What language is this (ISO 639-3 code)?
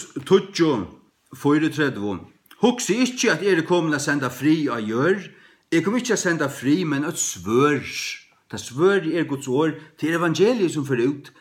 fao